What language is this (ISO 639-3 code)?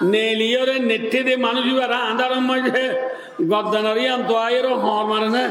rhg